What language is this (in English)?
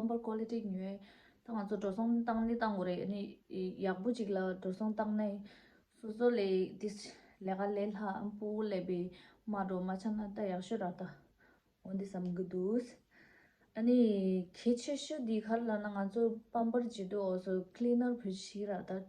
Tibetan